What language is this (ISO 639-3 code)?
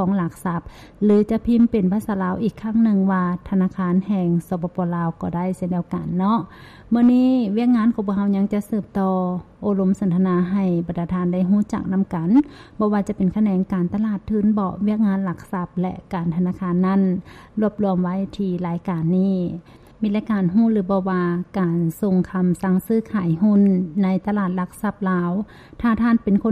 lao